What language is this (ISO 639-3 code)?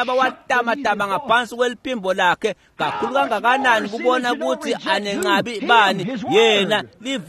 ssw